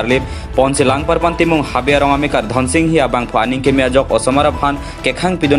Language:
Karbi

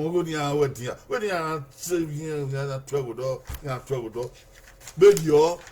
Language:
Bini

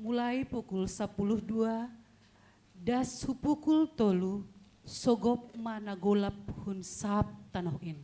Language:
Batak Simalungun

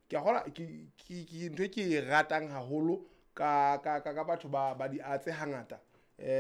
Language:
Southern Sotho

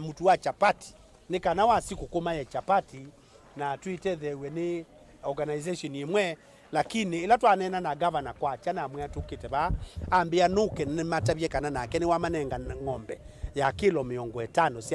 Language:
Kamba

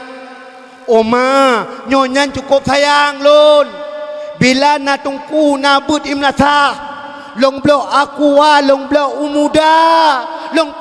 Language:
Achinese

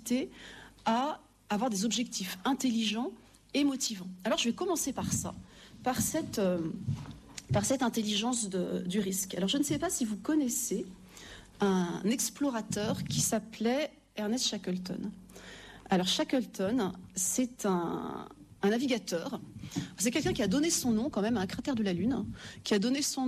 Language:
French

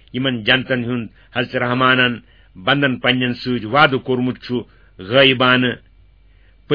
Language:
Kashmiri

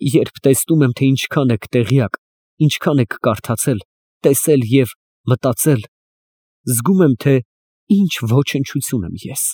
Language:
Armenian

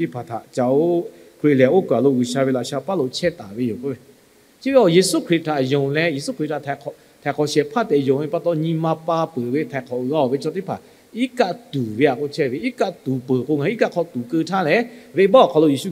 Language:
Lahu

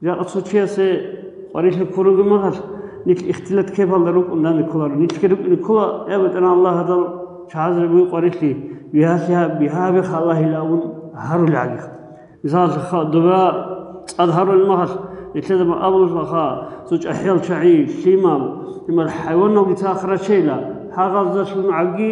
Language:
Avaric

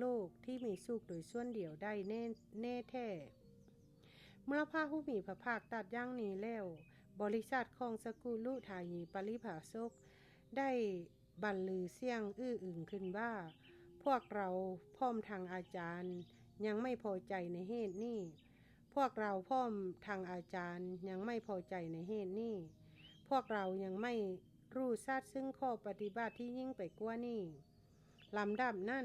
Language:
Lao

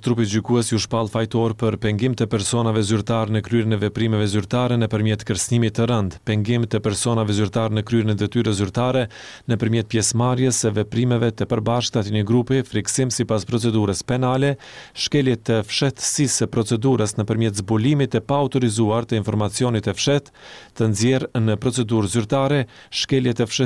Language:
Albanian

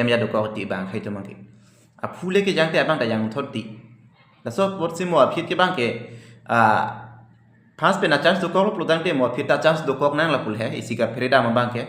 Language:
Karbi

